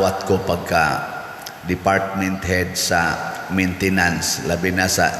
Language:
Cebuano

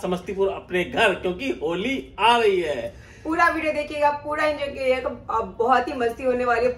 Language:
Hindi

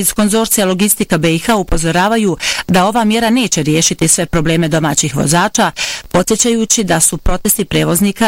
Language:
Bosnian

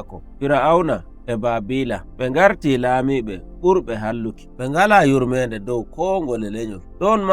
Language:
Nigerian Fulfulde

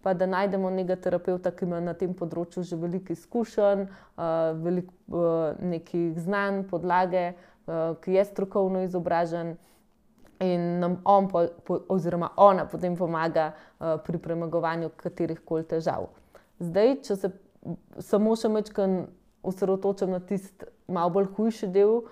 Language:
Slovenian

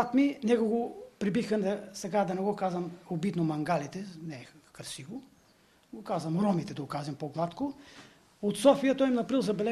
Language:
Bulgarian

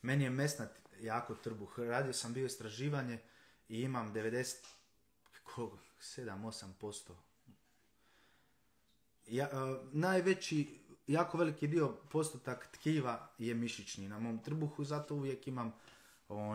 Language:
Croatian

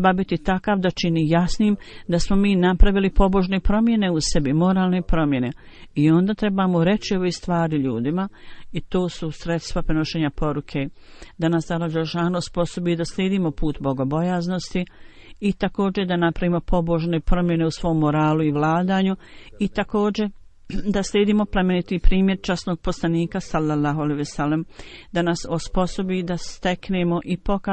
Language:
Bosnian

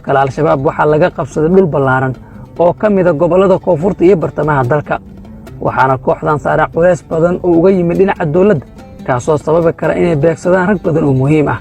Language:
Somali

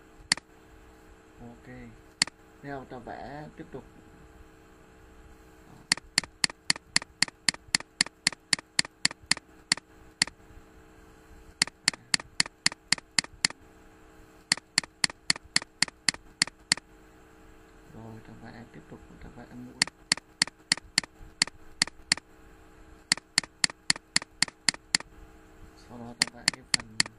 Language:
Vietnamese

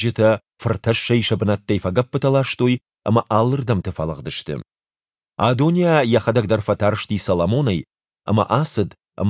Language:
Ossetic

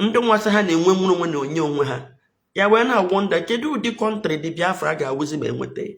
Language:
Igbo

